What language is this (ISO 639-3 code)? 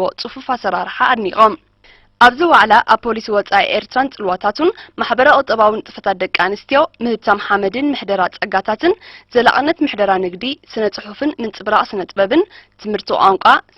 tir